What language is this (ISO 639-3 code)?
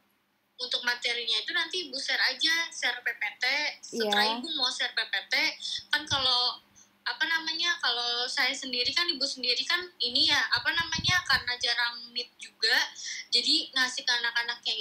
ind